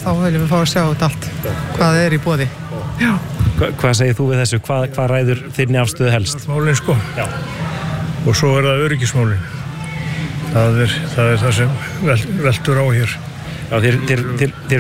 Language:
Icelandic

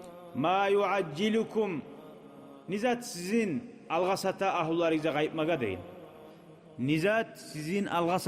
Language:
Kumyk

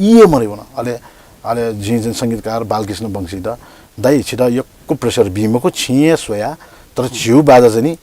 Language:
Newari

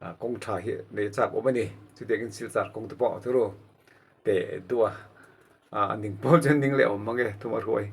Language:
Mizo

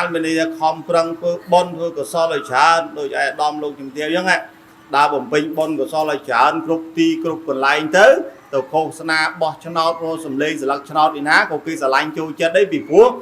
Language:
Khmer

